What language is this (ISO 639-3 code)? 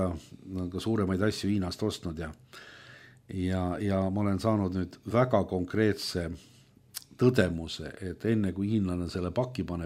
est